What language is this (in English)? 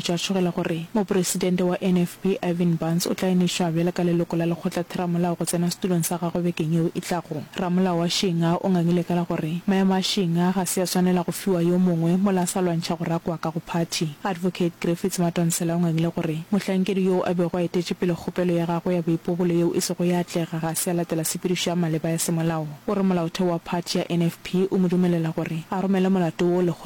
Northern Sotho